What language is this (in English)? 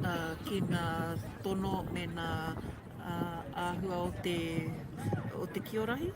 Māori